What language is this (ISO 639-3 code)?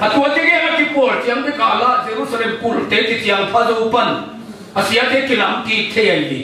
ctd